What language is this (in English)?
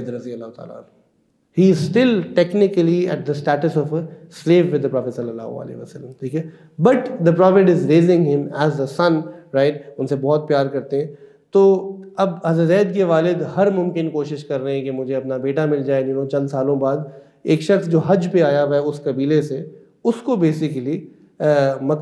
Urdu